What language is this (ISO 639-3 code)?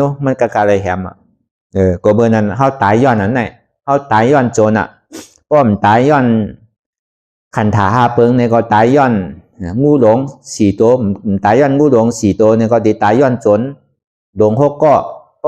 shn